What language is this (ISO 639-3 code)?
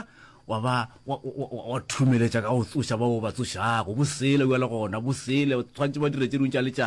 nso